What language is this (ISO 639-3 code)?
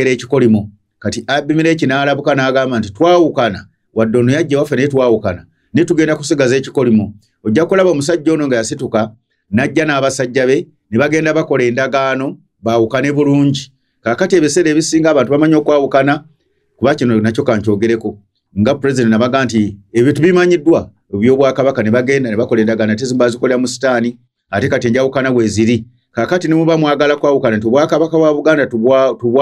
lug